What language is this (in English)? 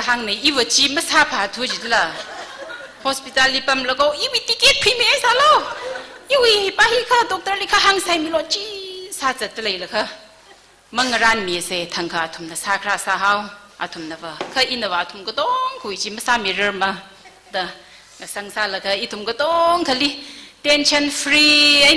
Tangkhul Naga (India)